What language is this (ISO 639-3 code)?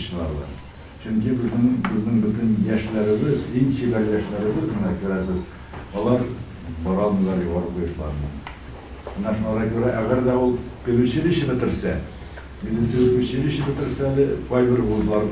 tat